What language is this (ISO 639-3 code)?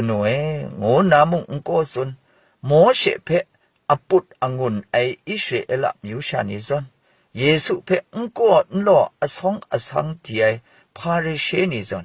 kac